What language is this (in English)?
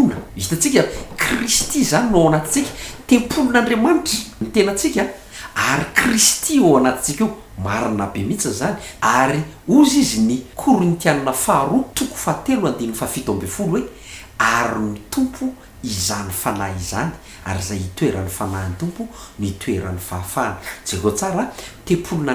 Malagasy